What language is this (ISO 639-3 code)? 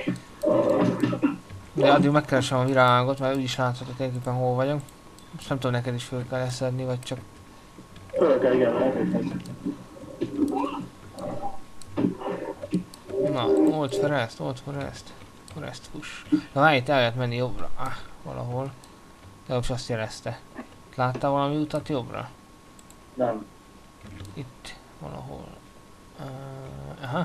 hun